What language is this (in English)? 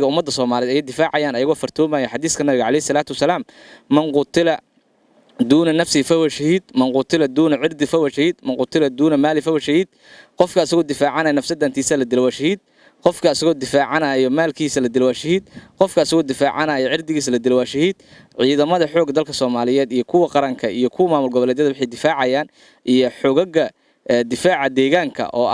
Somali